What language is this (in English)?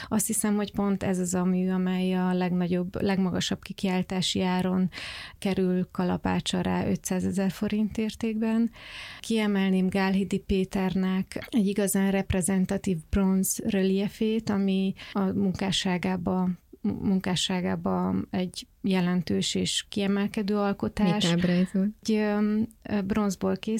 Hungarian